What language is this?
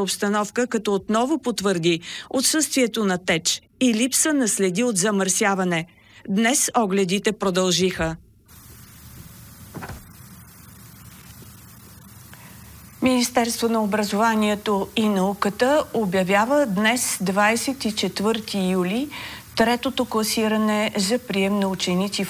Bulgarian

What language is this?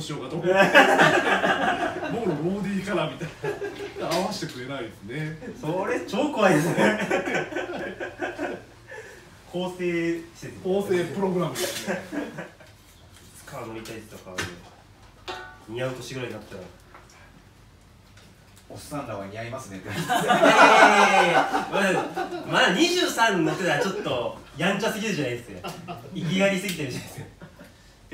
Japanese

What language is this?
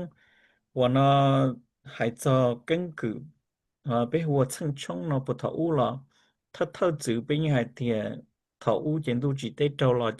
Hmong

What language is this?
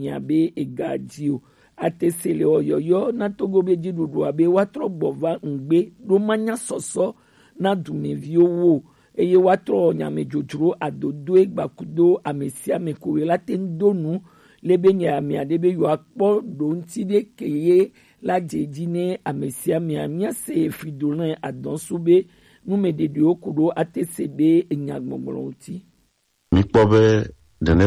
Gen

